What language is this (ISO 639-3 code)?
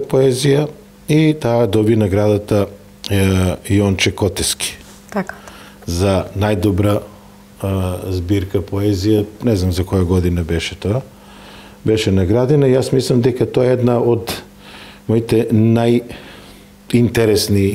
mkd